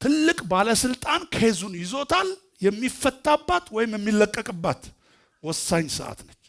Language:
Amharic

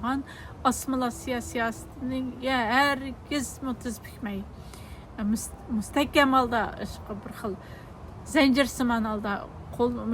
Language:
Uyghur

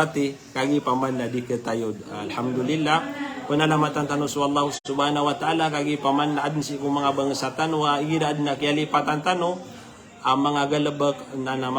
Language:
Maranao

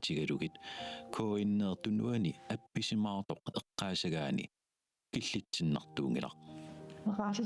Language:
Kalaallisut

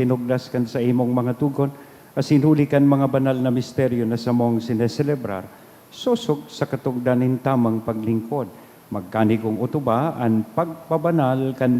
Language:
Bikol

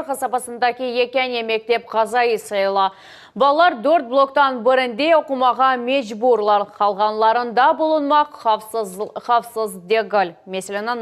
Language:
Crimean Tatar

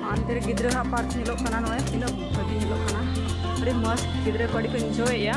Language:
Santali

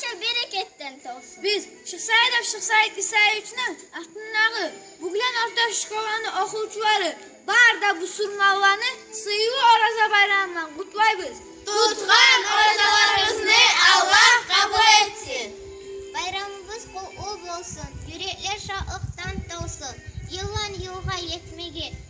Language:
Kumyk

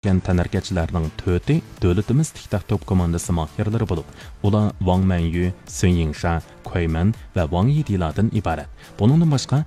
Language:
Uyghur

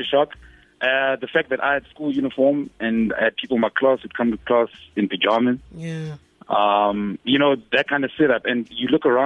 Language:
English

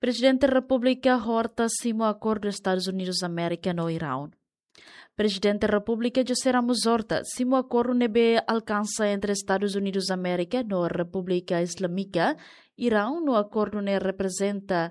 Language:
Tetum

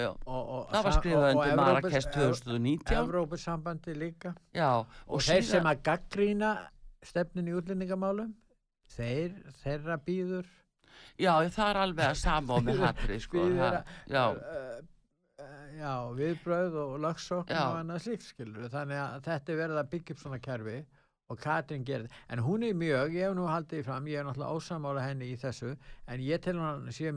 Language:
Icelandic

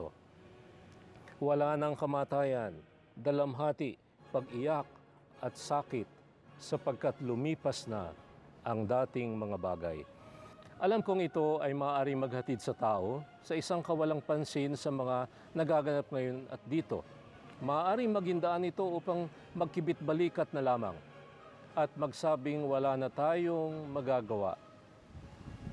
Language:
Filipino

